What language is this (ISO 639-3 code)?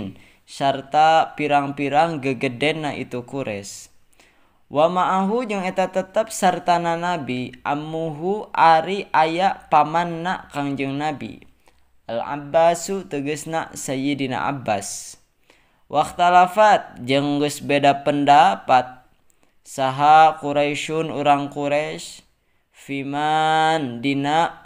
sun